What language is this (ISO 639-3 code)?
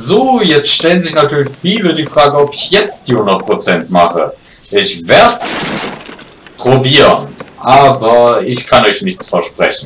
deu